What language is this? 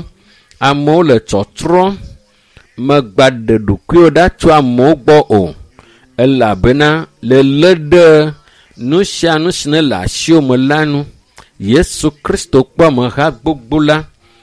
Ewe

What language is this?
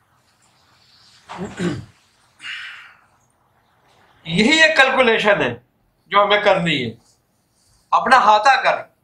Urdu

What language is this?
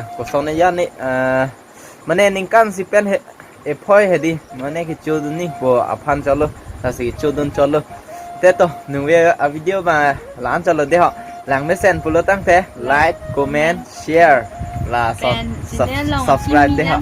Karbi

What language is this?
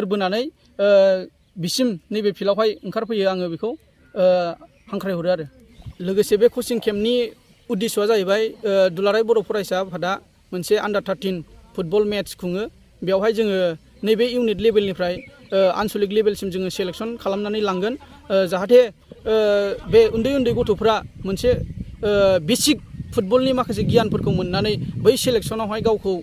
Bodo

